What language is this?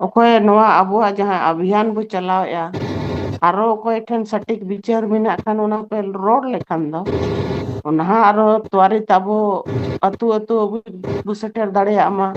Santali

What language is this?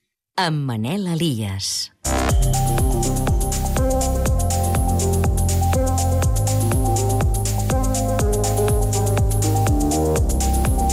Catalan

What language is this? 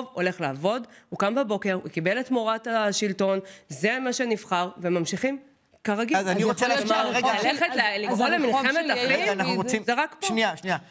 Hebrew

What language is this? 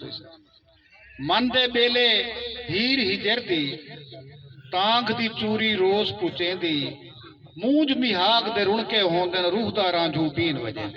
Saraiki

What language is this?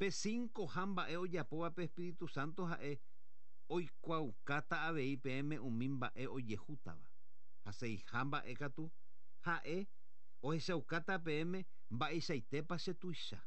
Guarani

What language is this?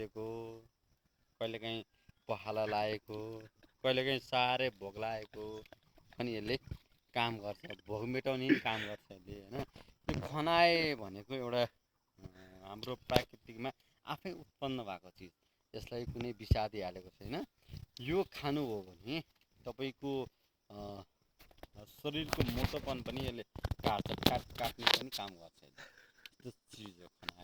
Nepali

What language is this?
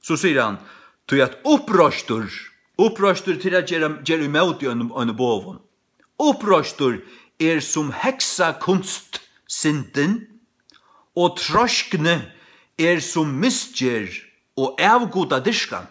Faroese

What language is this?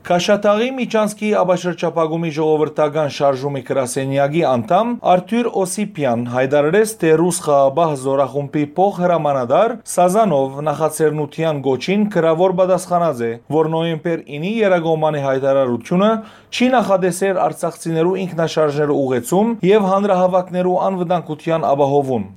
Western Armenian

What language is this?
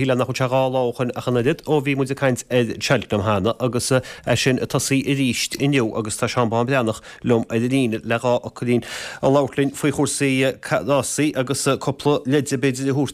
Irish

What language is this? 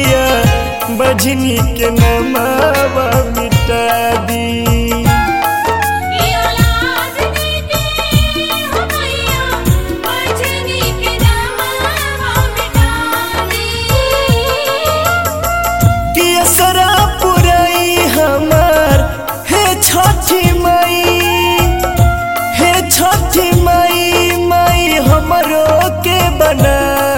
Bhojpuri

